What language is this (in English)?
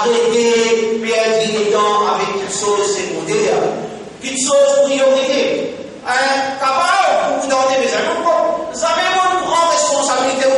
Morisyen